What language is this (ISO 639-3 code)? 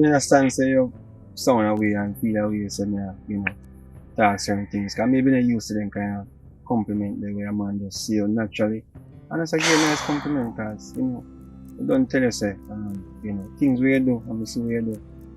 jam